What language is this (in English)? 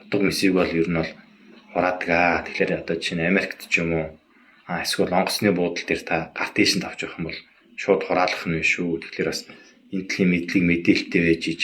Mongolian